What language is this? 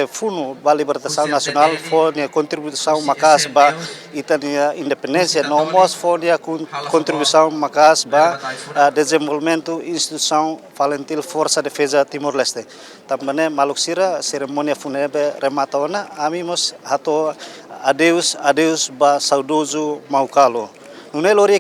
Tetum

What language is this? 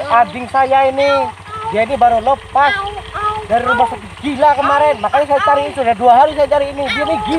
Banjar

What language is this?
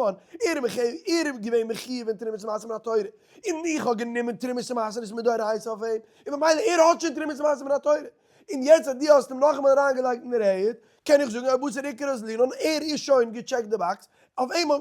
Yiddish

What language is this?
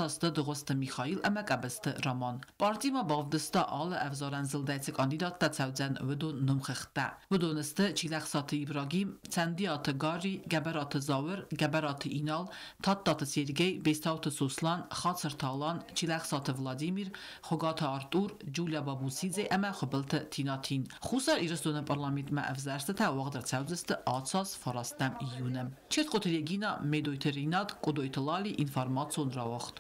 Ossetic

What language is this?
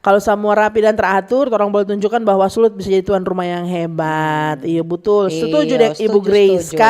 Manado Malay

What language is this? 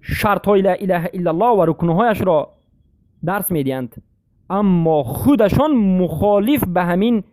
Persian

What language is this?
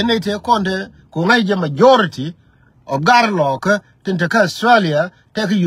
Nuer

